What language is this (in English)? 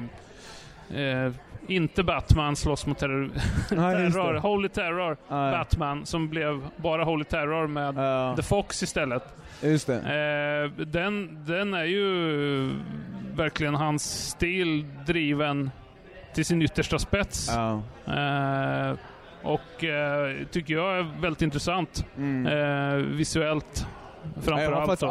Swedish